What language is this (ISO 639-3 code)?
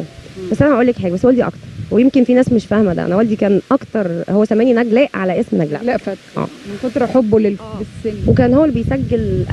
arz